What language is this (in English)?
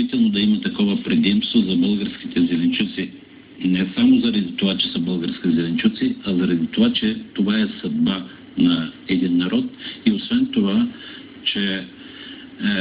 Bulgarian